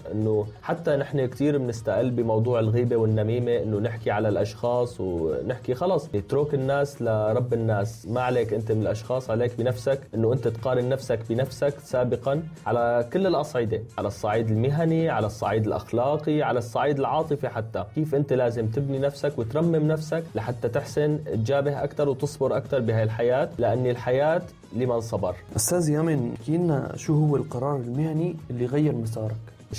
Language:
North Levantine Arabic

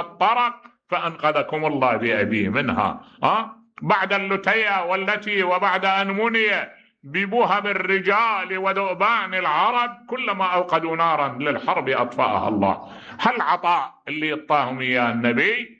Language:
Mesopotamian Arabic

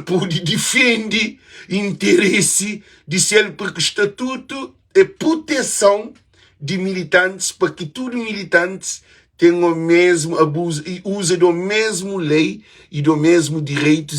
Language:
Kabuverdianu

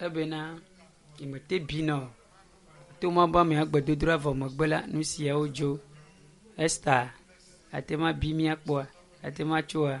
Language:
Ewe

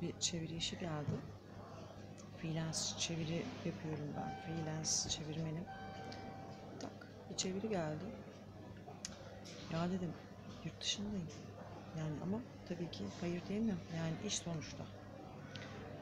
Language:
Turkish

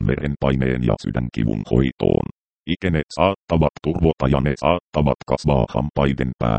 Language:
Finnish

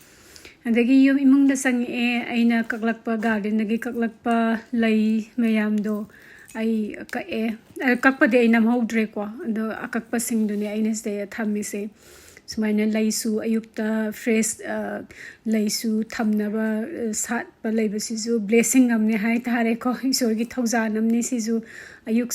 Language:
Manipuri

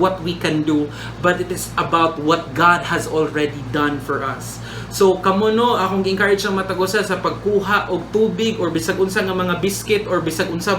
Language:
Cebuano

